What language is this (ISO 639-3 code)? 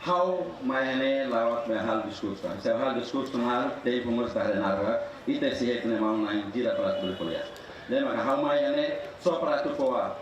tet